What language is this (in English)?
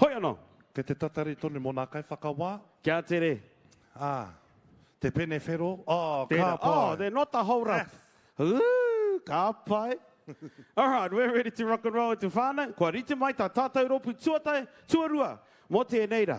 Māori